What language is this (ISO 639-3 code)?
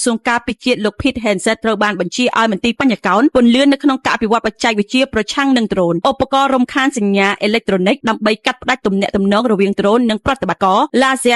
khm